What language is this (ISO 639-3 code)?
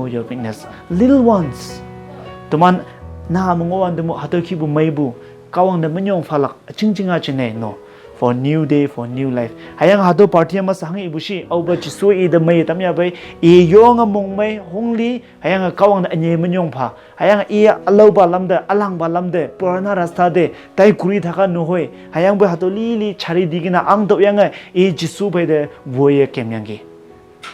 nbe